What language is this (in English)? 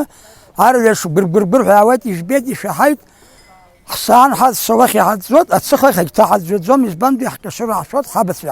Abkhazian